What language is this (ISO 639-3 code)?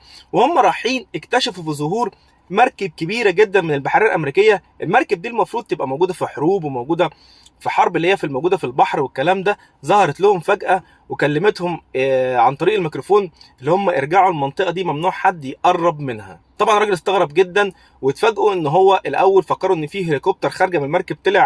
arz